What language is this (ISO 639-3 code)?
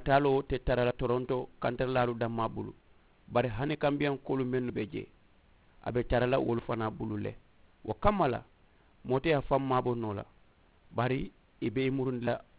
man